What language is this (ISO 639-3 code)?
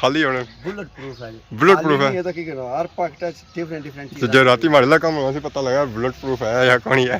phr